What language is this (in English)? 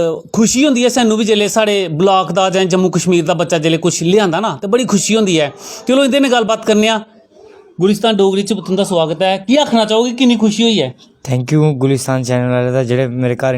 Dogri